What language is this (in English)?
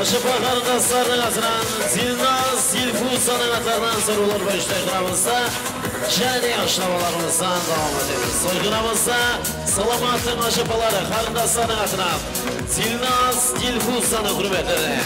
Kara-Kalpak